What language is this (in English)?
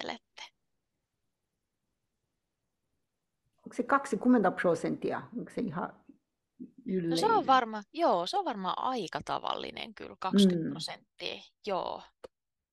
Finnish